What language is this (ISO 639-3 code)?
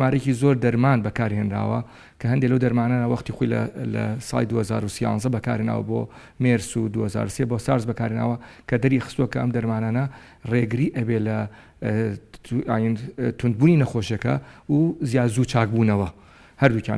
ckb